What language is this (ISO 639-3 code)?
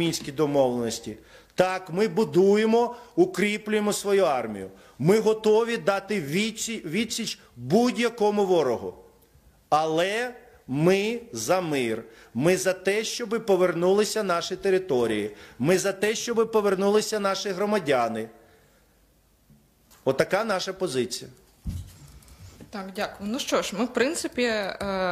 ukr